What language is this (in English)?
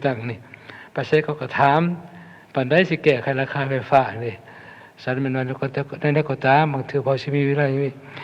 Lao